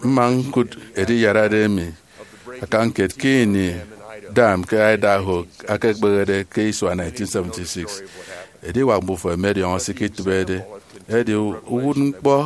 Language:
Efik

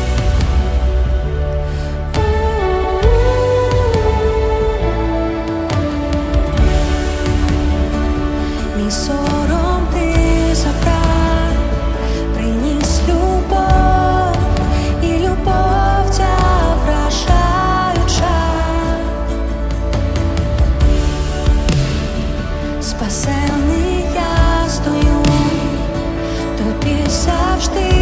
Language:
Ukrainian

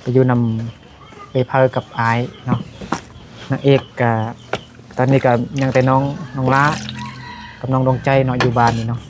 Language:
Lao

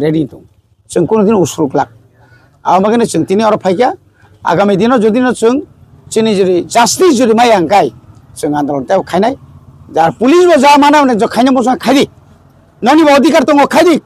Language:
Kok Borok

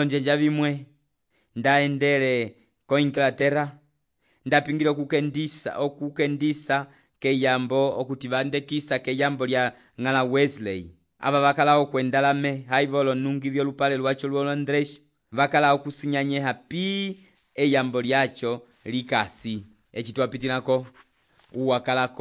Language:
Umbundu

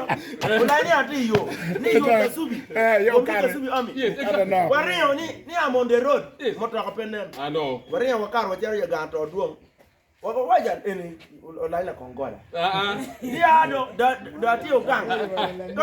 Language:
Acoli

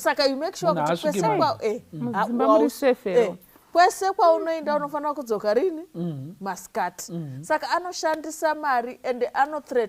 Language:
Shona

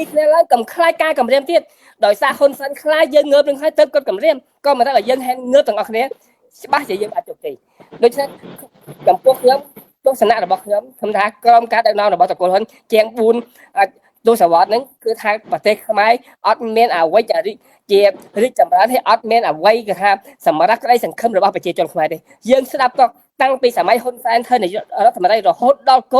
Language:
Khmer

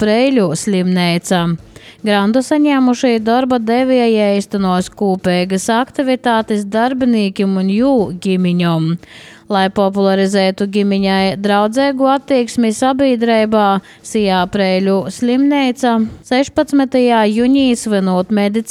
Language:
Latvian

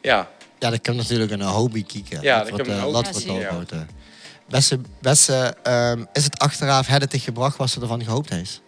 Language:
Limburgish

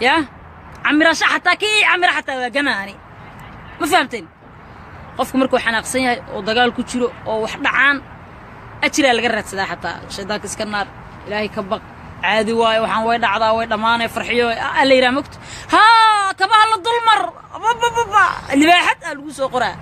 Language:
Somali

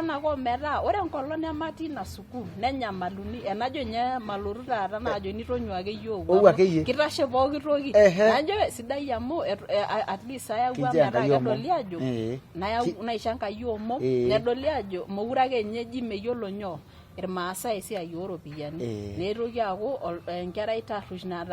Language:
Masai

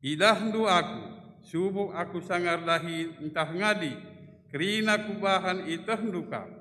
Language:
Batak Karo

